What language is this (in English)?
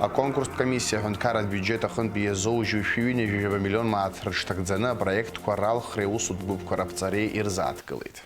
Abkhazian